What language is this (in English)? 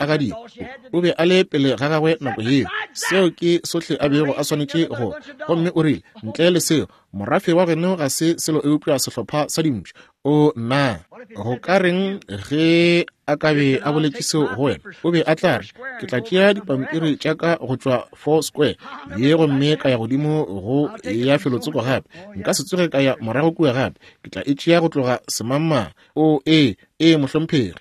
Northern Sotho